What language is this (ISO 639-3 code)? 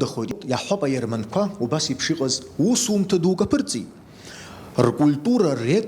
abk